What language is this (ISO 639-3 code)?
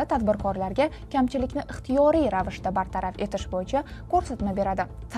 uzb